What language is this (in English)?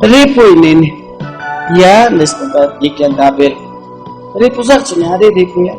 Ayacucho Quechua